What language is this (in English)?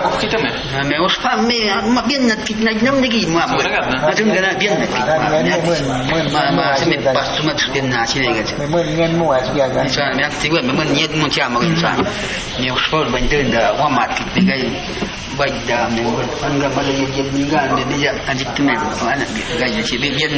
Awa-Cuaiquer